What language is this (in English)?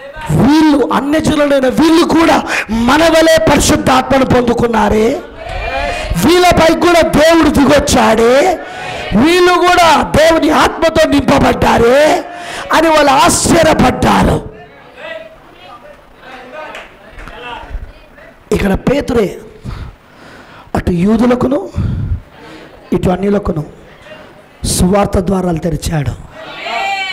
Telugu